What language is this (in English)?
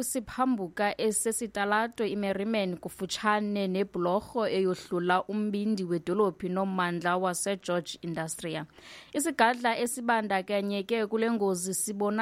Xhosa